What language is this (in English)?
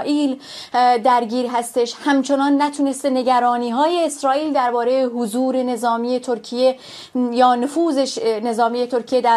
Persian